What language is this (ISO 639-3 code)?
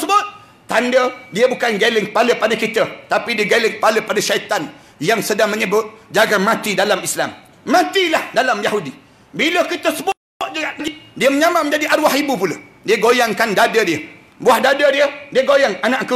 msa